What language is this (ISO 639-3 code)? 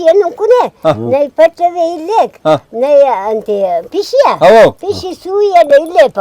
brh